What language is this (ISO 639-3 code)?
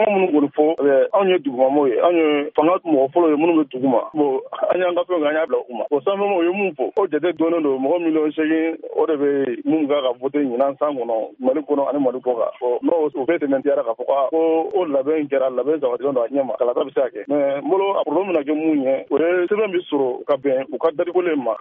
bam